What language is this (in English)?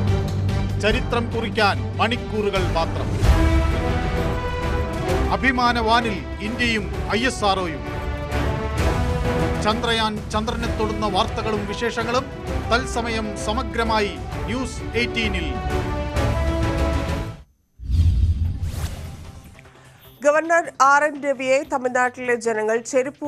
Malayalam